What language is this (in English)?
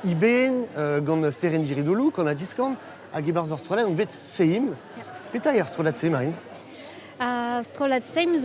Breton